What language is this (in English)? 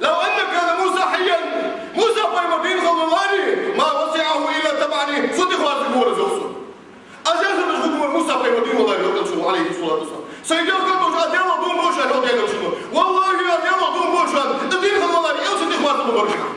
Ingush